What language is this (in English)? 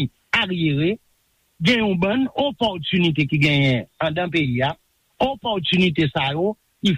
Haitian Creole